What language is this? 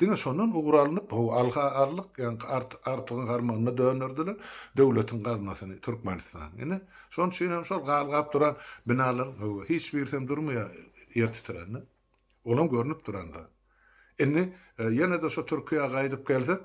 Turkmen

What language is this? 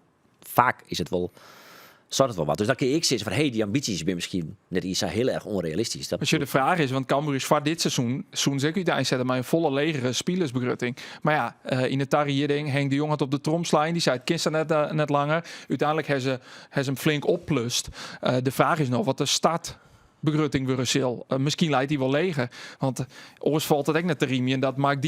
Western Frisian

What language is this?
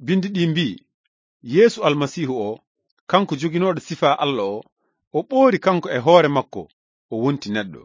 Fula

